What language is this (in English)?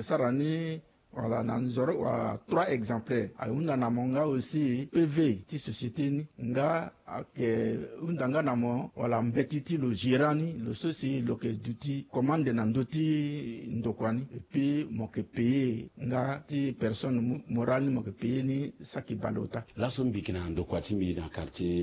Sango